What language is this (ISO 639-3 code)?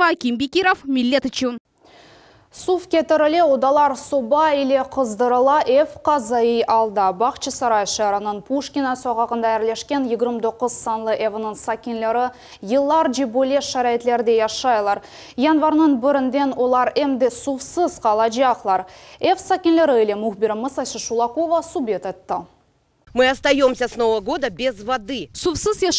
crh